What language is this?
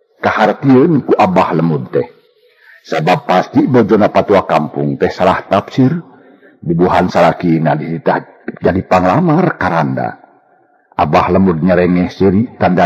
Sundanese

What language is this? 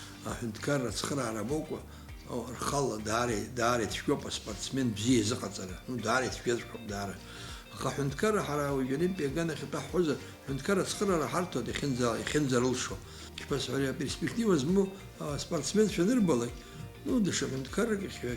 Abkhazian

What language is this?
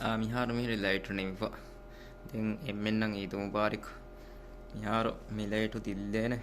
Divehi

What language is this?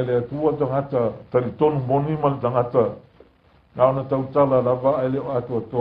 Samoan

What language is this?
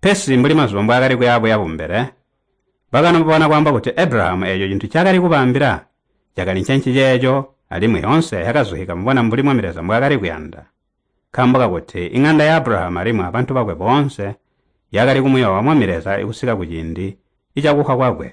Tonga (Zambia)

